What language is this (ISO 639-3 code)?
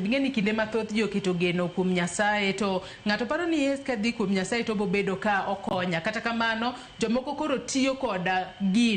luo